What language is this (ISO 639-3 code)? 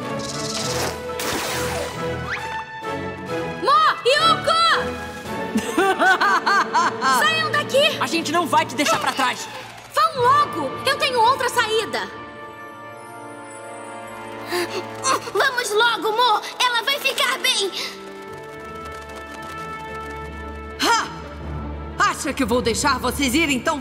por